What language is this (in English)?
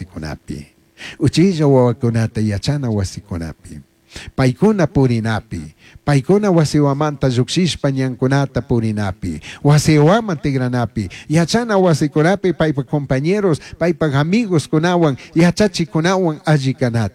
Chimborazo Highland Quichua